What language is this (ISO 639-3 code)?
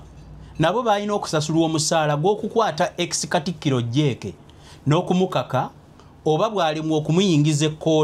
lug